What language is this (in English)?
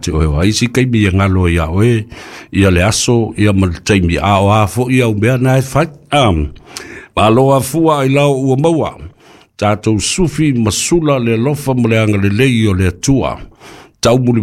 Samoan